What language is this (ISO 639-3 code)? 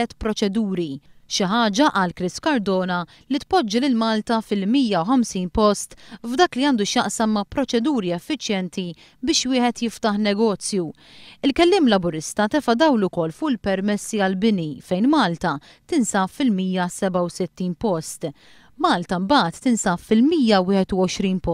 mlt